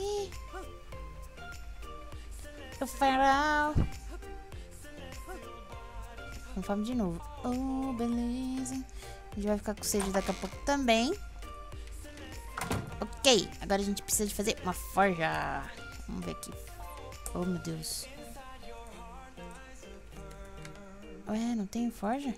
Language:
Portuguese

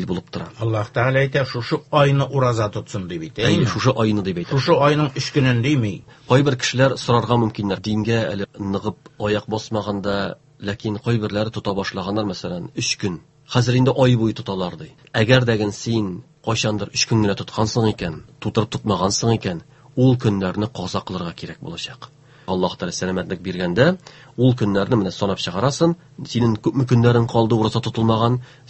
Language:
Tatar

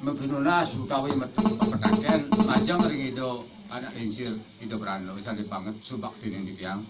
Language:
Balinese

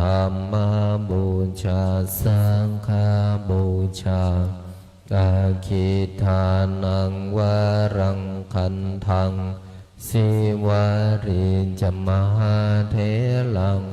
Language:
Pali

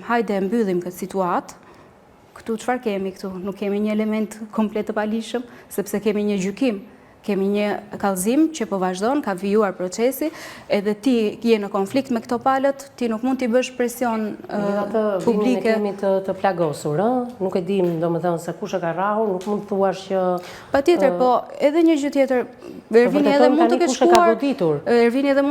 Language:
Albanian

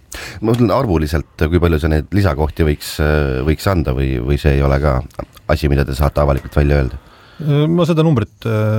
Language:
Estonian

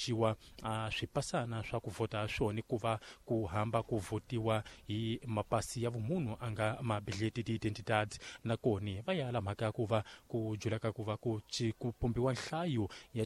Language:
Tsonga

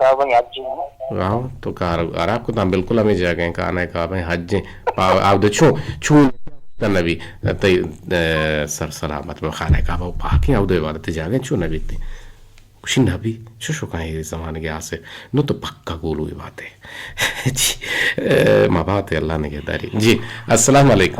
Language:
Eastern Balochi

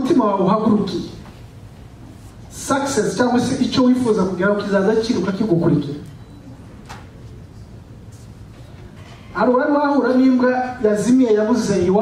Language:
Kinyarwanda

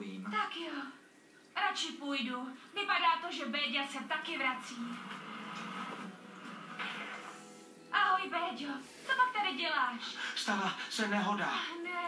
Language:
Czech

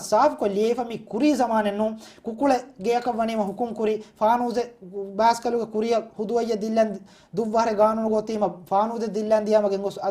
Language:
Divehi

